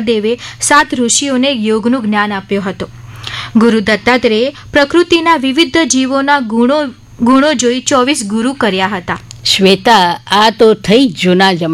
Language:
Gujarati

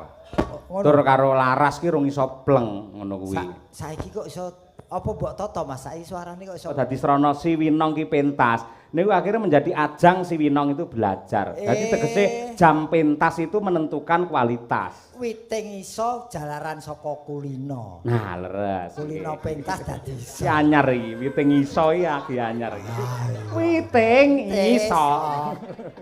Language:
Javanese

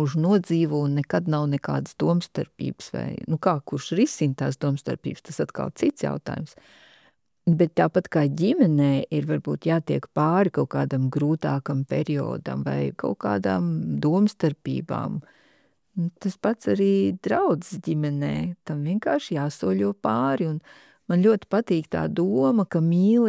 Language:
Latvian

